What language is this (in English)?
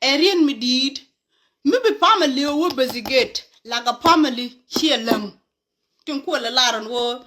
Nuer